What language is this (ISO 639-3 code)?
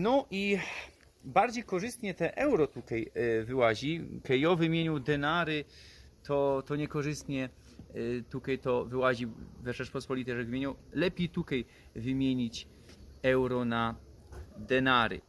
szl